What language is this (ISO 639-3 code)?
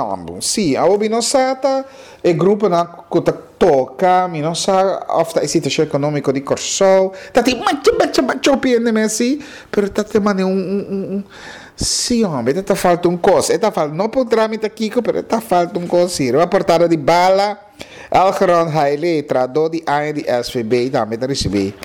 pap